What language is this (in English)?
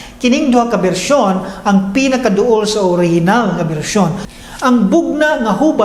Cebuano